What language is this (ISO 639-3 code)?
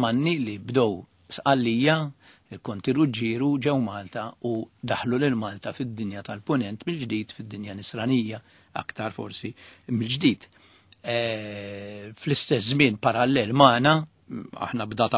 mlt